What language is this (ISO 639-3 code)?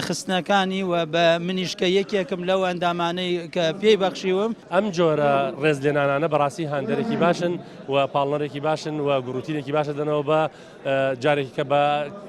ckb